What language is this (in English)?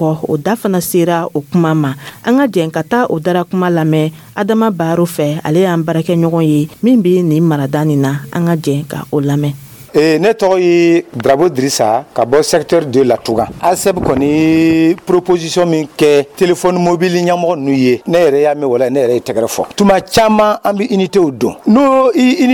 Dyula